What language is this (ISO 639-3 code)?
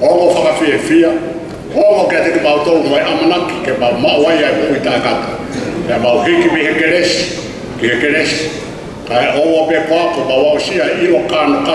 ton